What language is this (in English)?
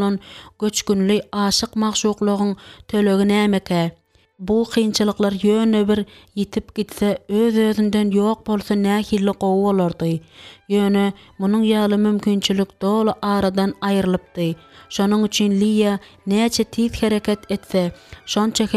Turkmen